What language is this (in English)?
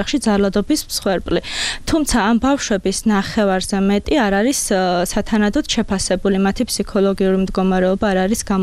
Georgian